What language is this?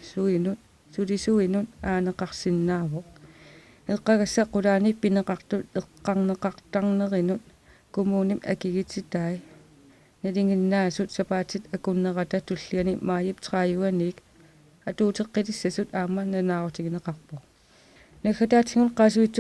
Kalaallisut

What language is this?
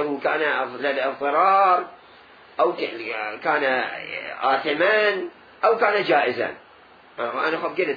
Mesopotamian Arabic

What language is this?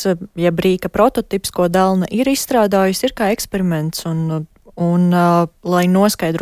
Latvian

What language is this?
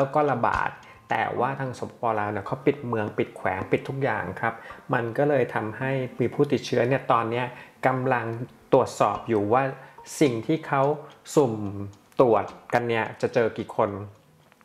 Thai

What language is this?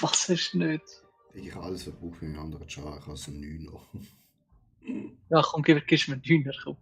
Swiss German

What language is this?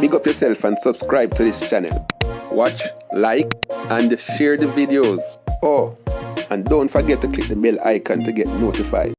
Jamaican Creole English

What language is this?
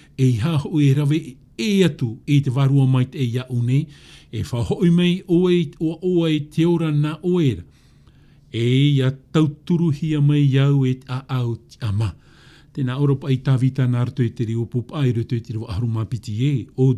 Tahitian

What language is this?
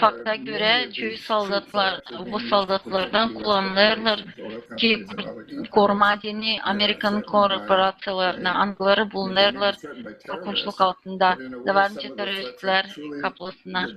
Gagauz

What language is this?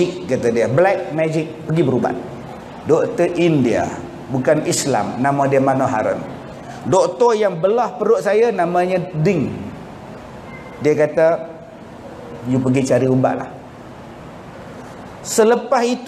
Malay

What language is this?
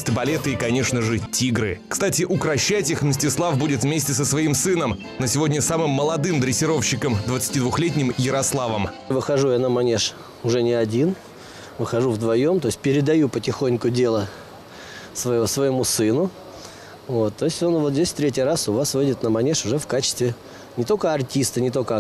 Russian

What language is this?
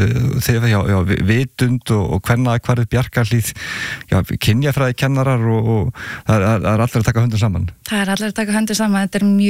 Icelandic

